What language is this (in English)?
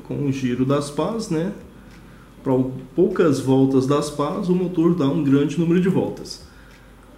Portuguese